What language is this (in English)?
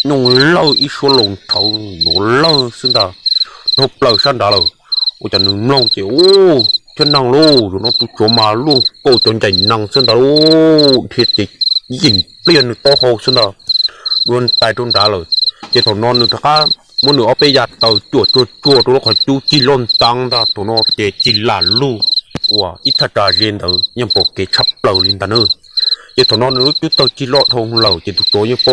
Hmong